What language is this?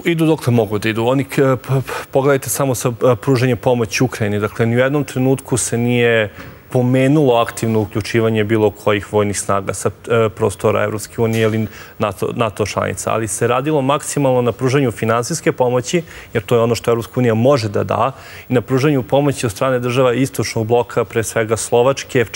Serbian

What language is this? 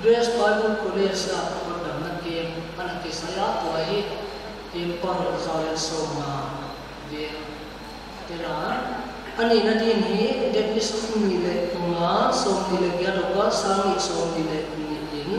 Paite Chin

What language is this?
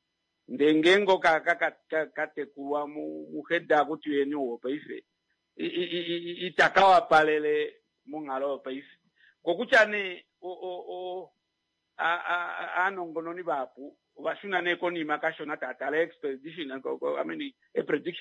Kuanyama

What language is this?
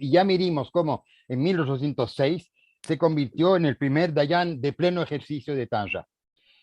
Ladino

